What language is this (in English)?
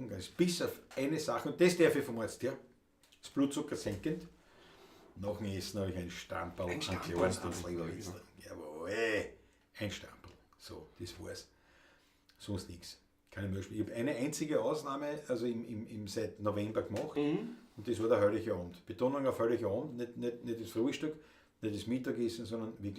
Bavarian